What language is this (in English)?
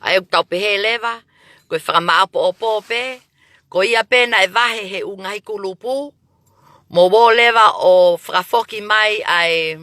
Tongan